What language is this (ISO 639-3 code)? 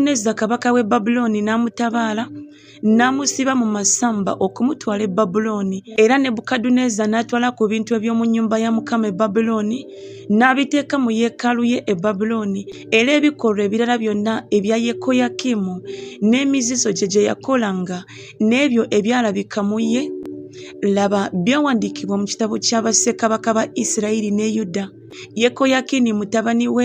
lug